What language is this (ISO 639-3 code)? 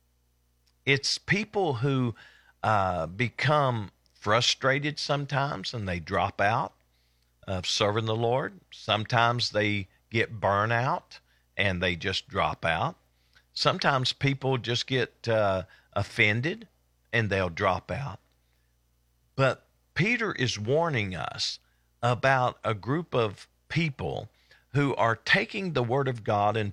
eng